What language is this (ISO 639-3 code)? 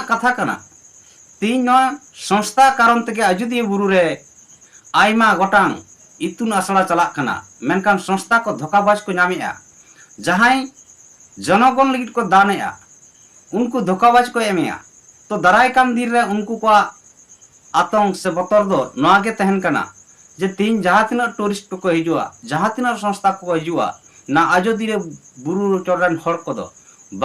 sat